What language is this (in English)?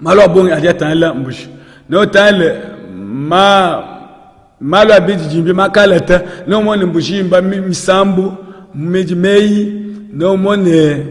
Luba-Lulua